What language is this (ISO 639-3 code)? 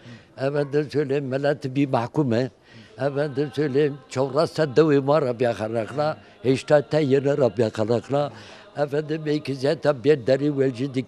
zza